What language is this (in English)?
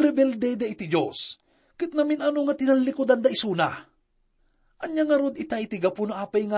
Iloko